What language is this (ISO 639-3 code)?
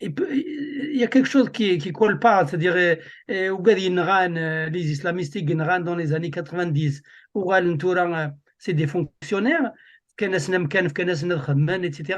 kab